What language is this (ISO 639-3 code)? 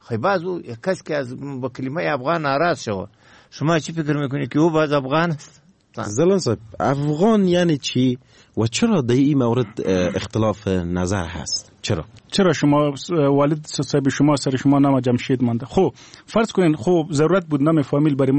fas